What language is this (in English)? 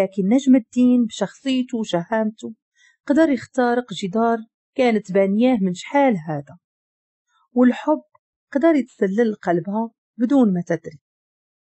Moroccan Arabic